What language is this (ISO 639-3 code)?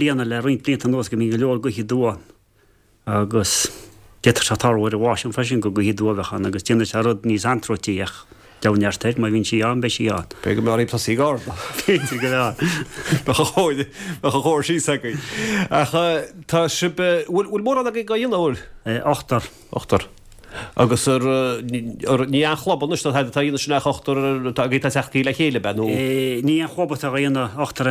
gle